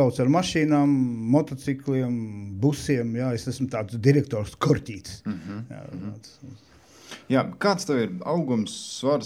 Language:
Latvian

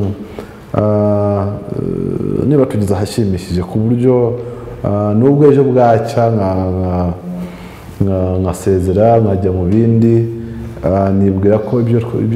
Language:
Kinyarwanda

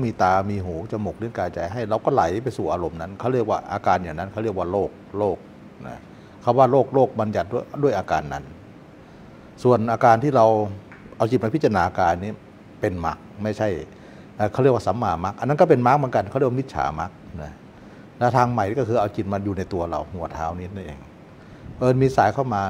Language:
Thai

